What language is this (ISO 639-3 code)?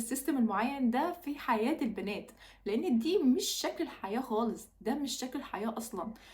arz